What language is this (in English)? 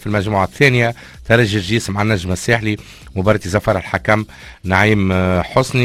Tunisian Arabic